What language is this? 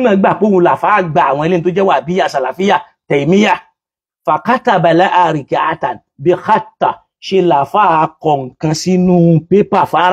Yoruba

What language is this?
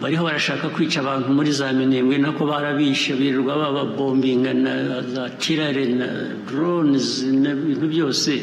Kinyarwanda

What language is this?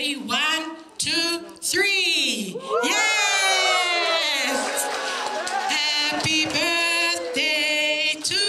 Tongan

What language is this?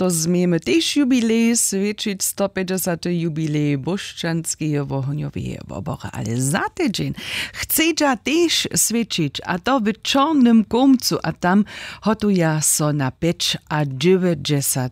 Upper Sorbian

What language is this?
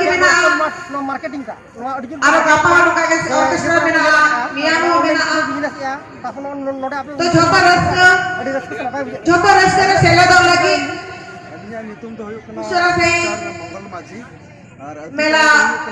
Santali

